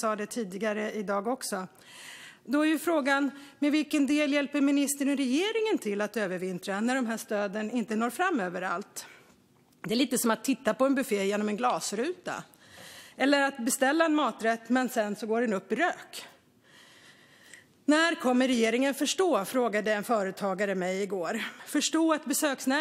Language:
Swedish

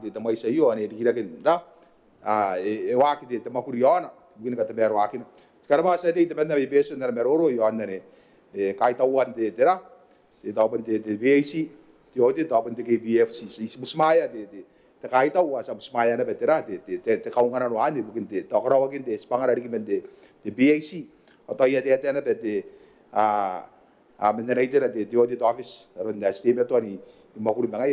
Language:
Gilbertese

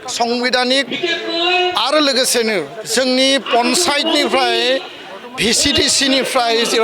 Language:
Bodo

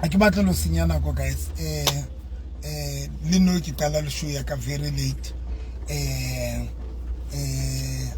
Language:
Southern Sotho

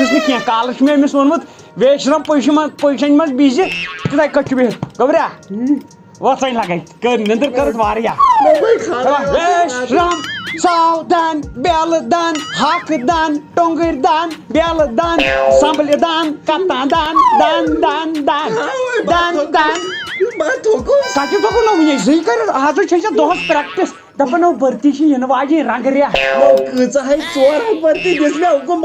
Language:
Kashmiri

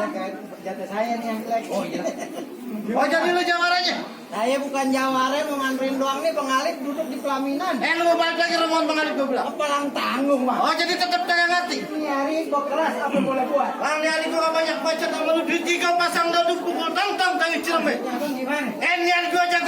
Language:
Betawi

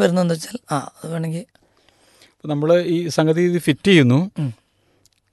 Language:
Malayalam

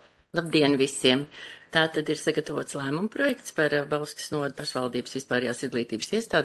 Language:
Latvian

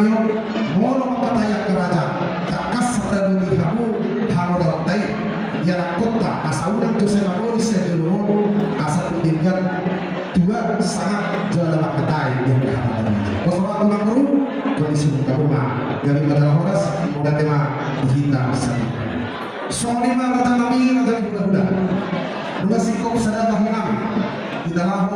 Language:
Batak Toba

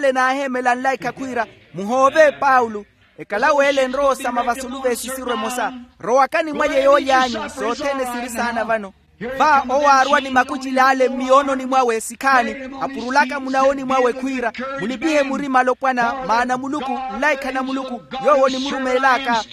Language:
Makhuwa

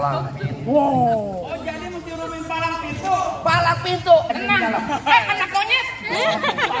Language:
Betawi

